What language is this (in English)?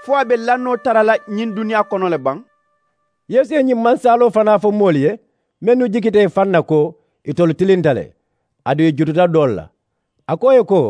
Mandingo